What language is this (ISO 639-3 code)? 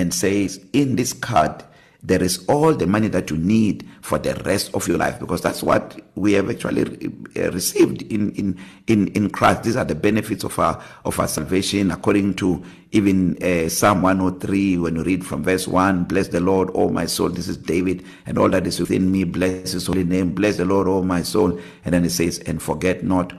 eng